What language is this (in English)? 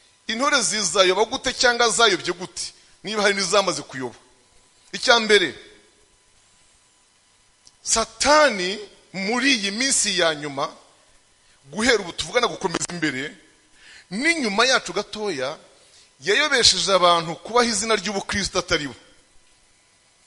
Kinyarwanda